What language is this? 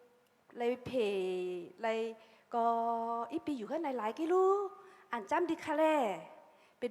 Shan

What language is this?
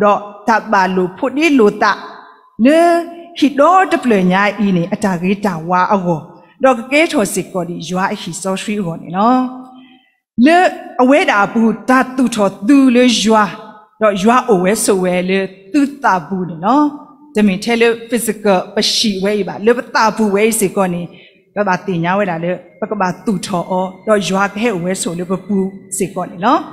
S'gaw Karen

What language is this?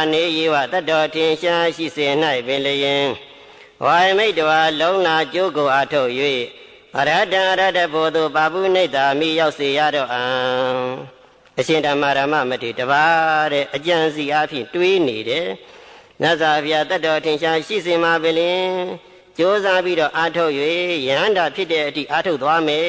Burmese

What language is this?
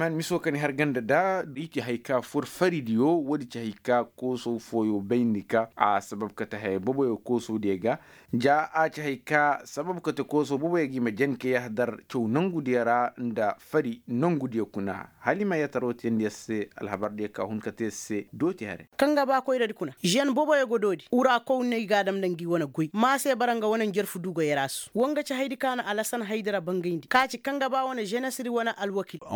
Koyraboro Senni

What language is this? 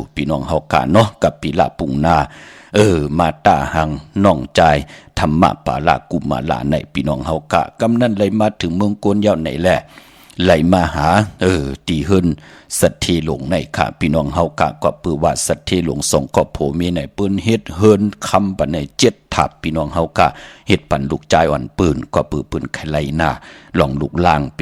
Shan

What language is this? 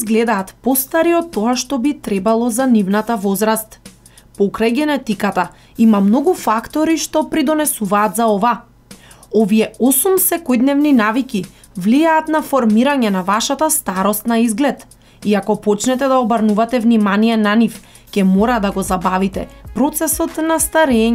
Macedonian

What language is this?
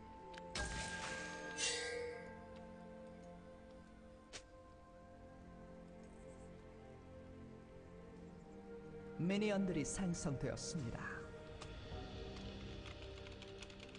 Korean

